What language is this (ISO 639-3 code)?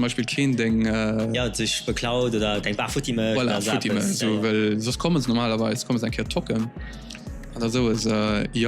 ltz